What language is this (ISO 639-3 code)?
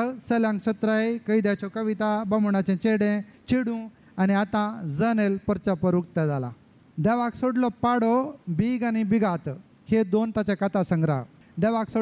kok